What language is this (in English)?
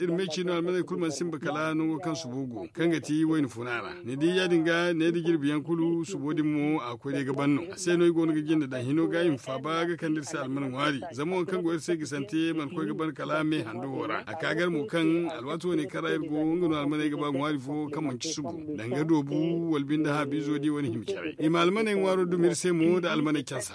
Zarma